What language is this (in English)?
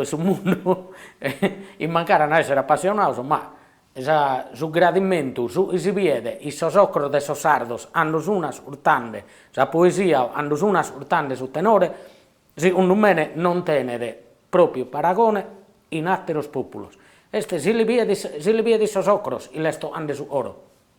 Sardinian